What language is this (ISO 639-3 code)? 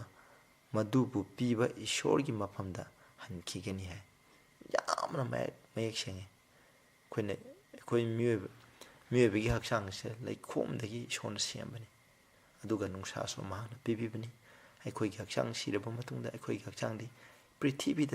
mni